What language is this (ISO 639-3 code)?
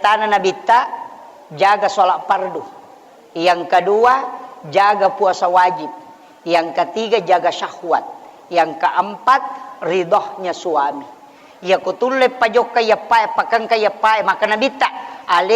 bug